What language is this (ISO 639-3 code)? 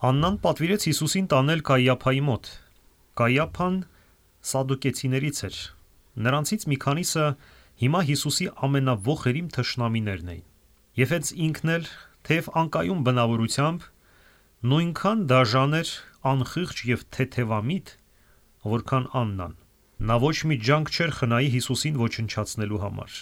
hye